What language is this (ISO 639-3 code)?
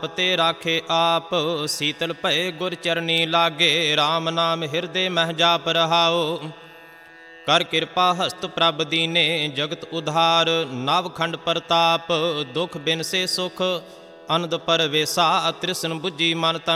pan